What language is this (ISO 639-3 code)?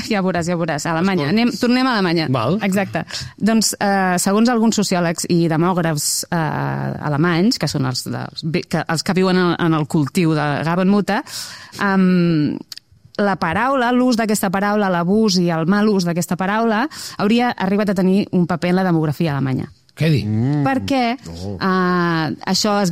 cat